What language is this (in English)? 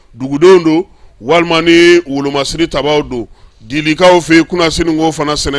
Bambara